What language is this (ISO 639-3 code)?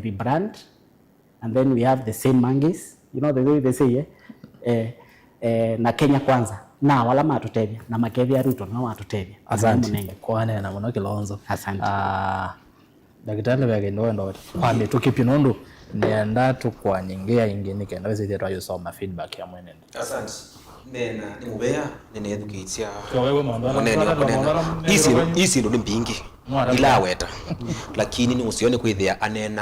kam